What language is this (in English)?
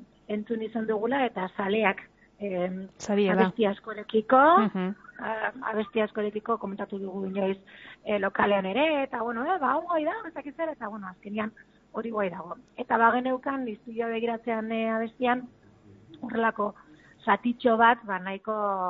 Basque